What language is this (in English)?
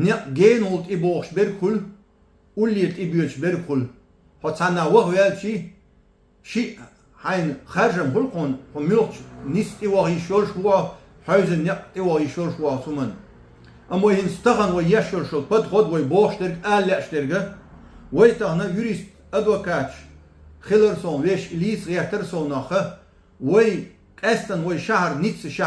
Chechen